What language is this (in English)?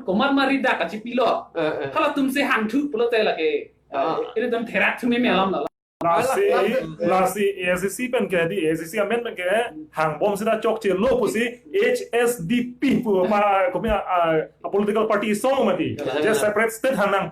Karbi